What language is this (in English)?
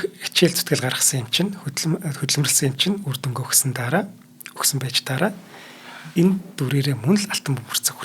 Mongolian